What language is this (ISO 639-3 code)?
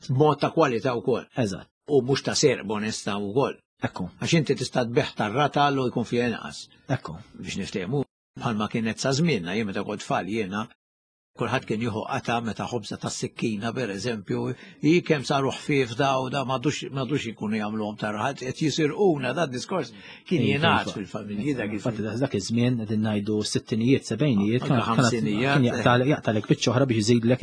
mlt